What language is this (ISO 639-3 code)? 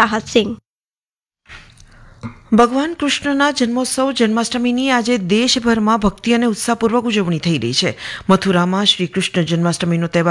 guj